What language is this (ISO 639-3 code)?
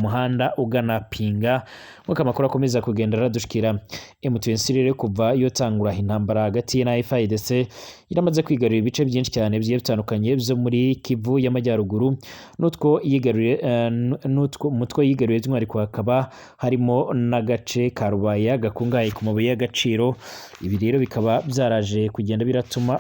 run